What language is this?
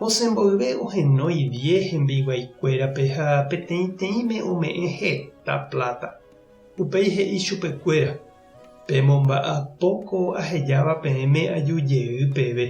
Guarani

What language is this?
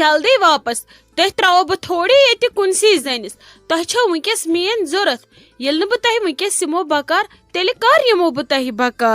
Kashmiri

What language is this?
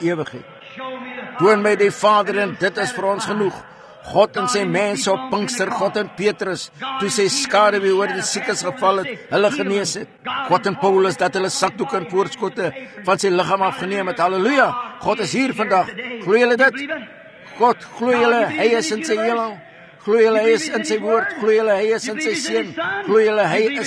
Afrikaans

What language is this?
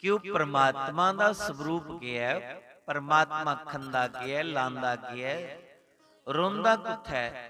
Dogri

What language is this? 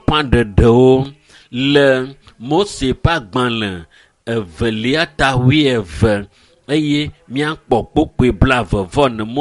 Ewe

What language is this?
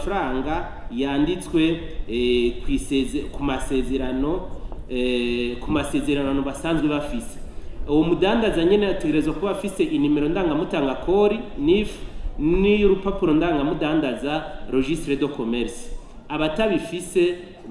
Rundi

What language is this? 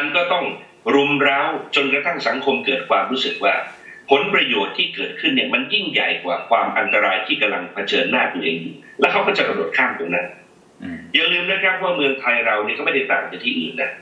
Thai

